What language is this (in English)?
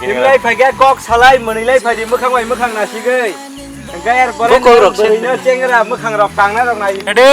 Kok Borok